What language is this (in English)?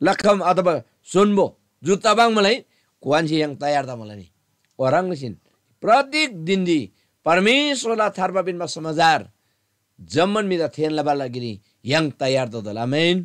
Eastern Tamang